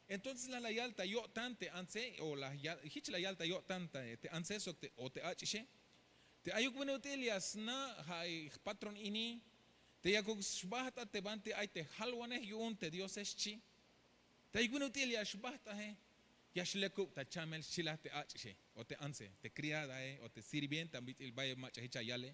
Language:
Tzeltal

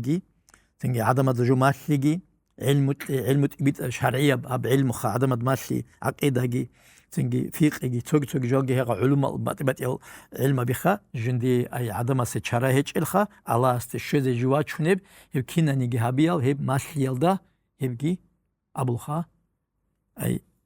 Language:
Avaric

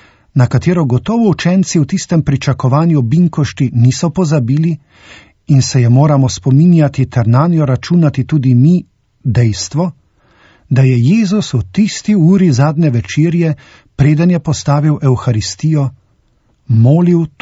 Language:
Slovenian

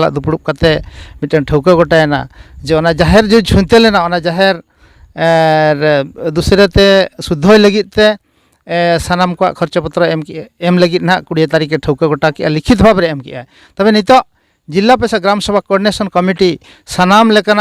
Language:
Santali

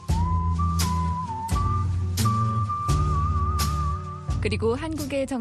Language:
Korean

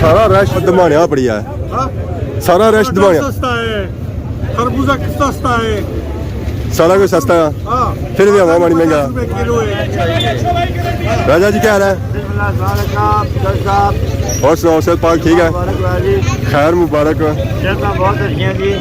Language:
Pahari-Potwari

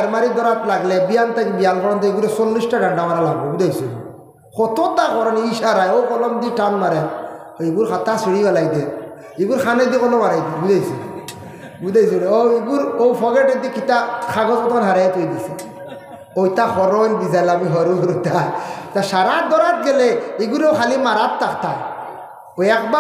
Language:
Sylheti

